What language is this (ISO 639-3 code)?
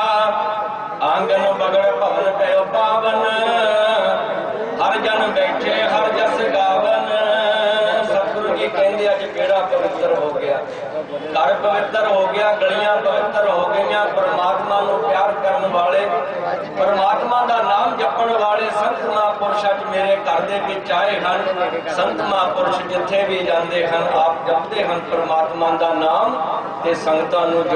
pan